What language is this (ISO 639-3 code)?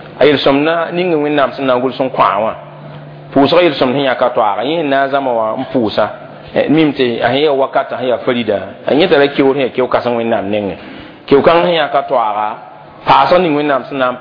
mos